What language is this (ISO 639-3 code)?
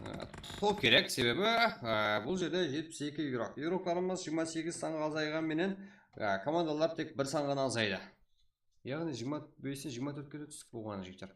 kaa